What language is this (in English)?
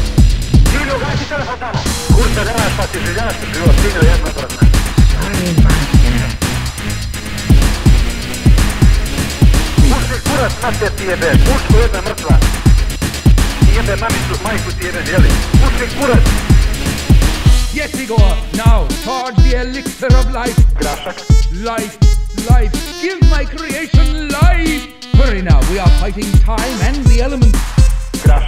Serbian